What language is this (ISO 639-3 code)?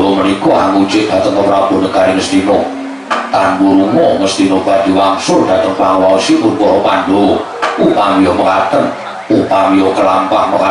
jav